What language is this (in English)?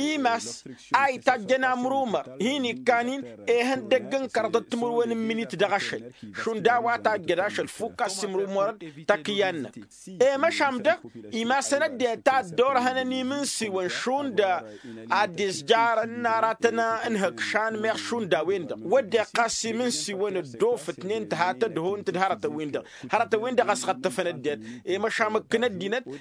Tamasheq